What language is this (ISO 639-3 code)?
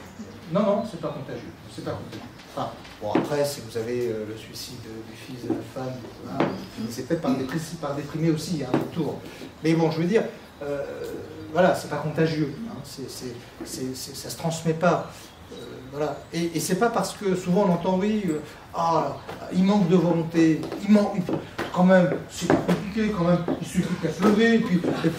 fra